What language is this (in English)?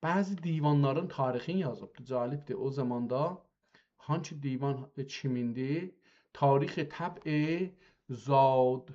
South Azerbaijani